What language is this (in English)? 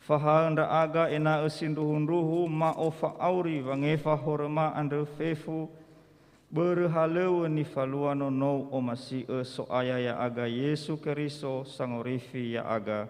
Nias